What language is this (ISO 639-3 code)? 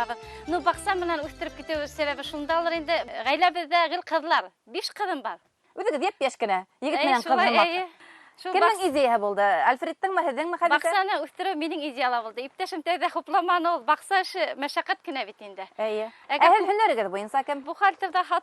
bak